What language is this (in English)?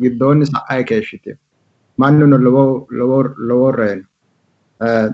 Sidamo